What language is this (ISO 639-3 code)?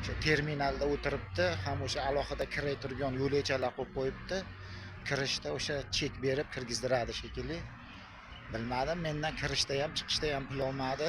uzb